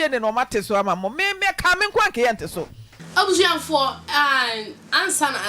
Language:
Akan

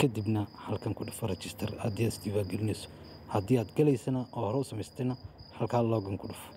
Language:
Somali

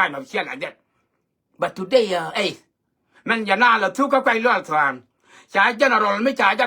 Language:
Nuer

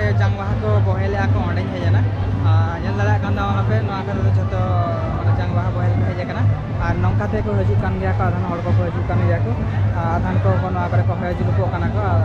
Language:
Santali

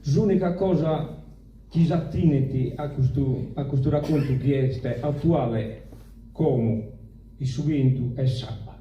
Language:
Sardinian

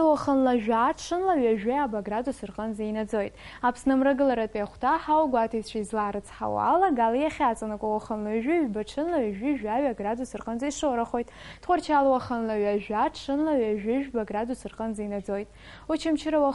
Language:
Abkhazian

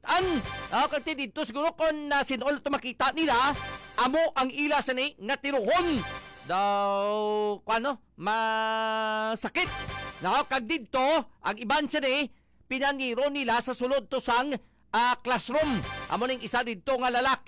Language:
Hiligaynon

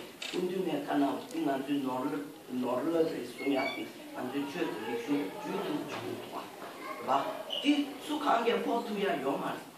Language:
Tibetan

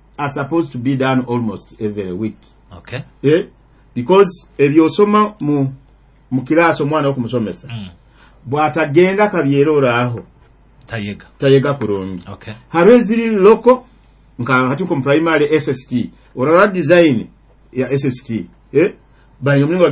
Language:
Nyoro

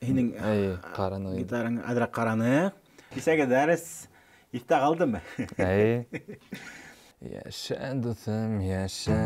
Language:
Bashkir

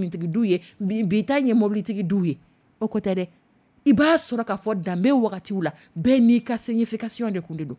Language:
Dyula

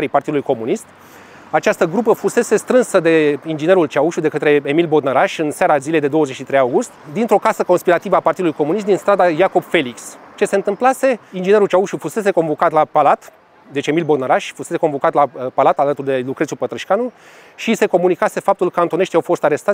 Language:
Romanian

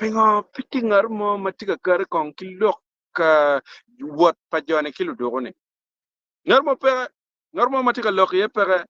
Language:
Acoli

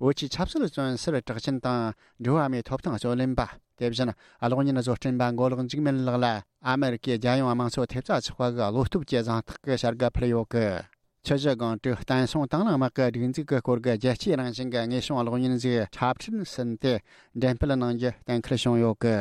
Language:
Tibetan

